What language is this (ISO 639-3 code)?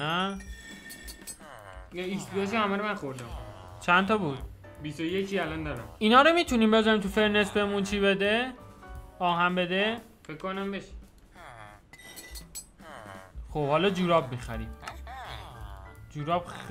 fas